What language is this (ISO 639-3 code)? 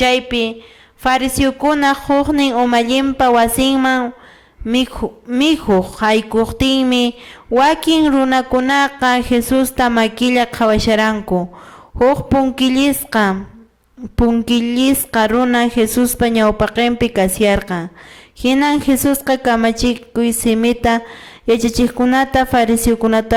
que